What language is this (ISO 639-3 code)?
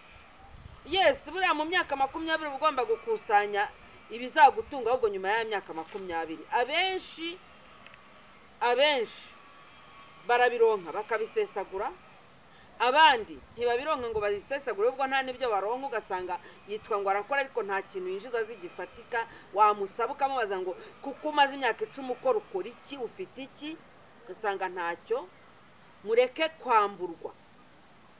kin